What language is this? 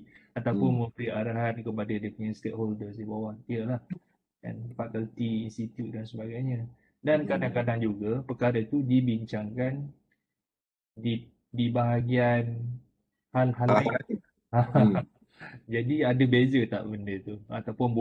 Malay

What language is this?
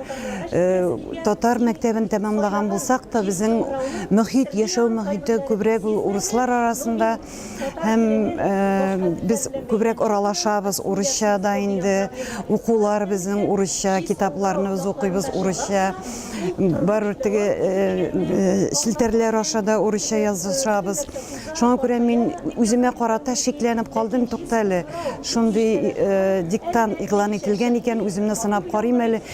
Tatar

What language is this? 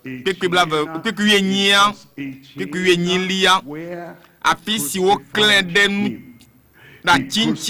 Ewe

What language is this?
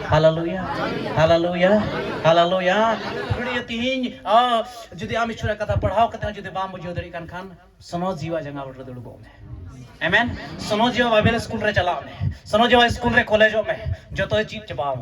Santali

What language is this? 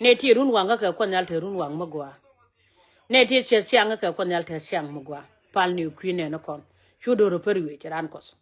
Nuer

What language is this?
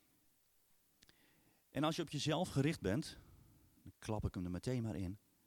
Dutch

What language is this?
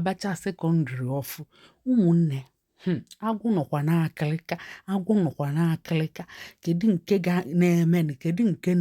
Igbo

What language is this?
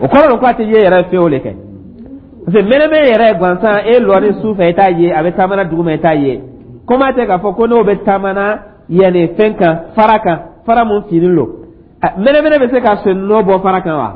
Dyula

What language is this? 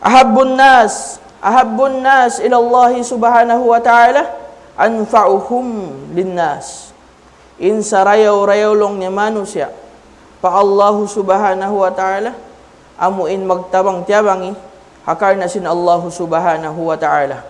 Tausug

